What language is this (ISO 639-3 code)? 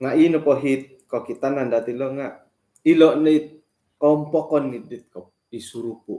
dtp